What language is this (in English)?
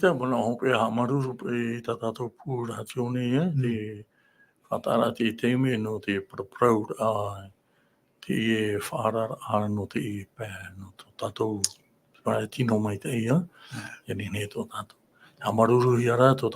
Tahitian